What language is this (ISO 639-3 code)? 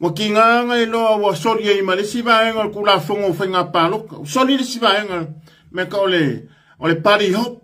smo